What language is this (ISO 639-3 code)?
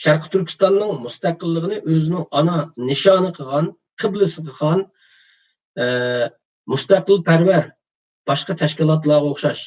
uig